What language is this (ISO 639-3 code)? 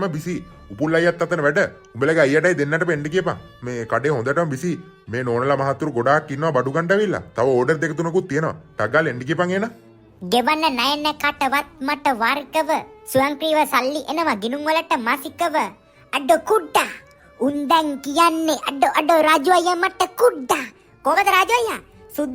sin